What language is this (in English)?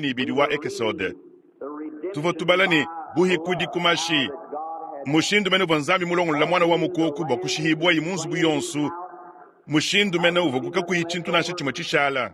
Luba-Lulua